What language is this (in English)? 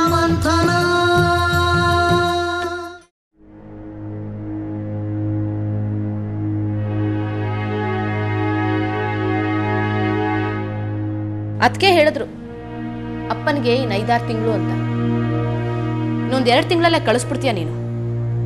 Kannada